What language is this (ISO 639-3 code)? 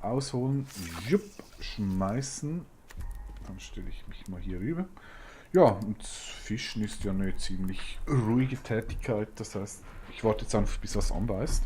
gsw